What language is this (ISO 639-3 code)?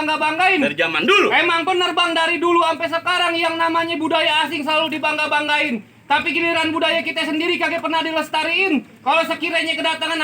bew